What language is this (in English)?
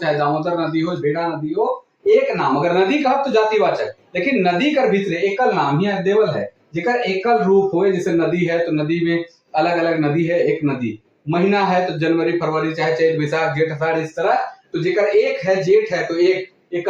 Sadri